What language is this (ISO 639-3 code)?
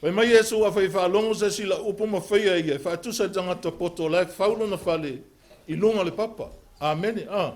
smo